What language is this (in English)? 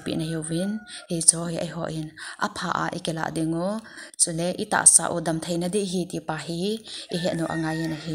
Thado Chin